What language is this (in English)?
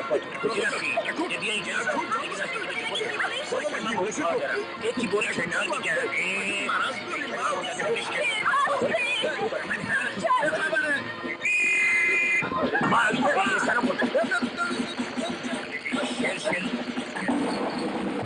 Persian